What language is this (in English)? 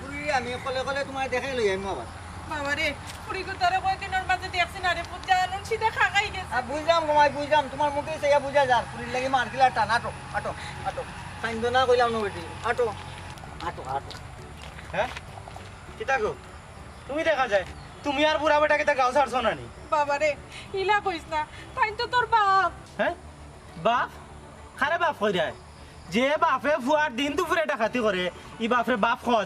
Sylheti